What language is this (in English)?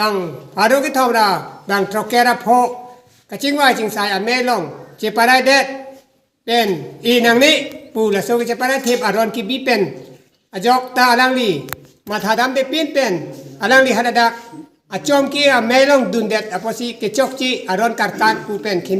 Karbi